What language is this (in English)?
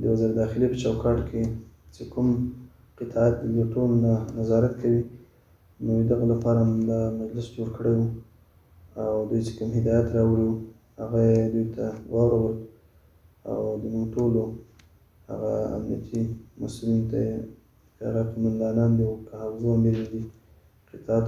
Pashto